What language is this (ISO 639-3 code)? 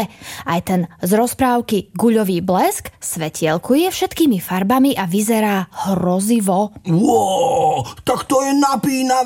slk